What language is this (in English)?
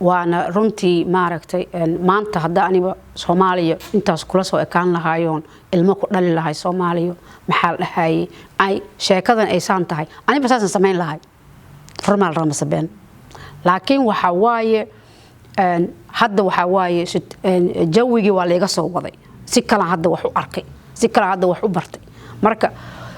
Somali